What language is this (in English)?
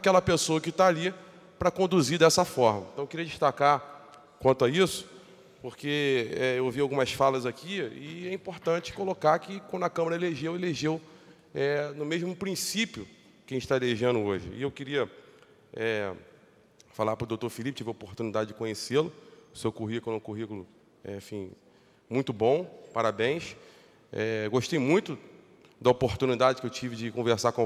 Portuguese